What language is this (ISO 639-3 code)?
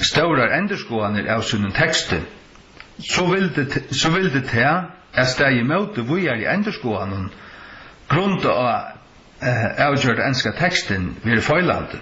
fao